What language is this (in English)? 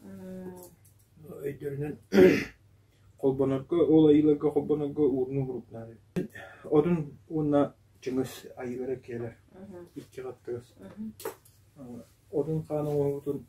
Yakut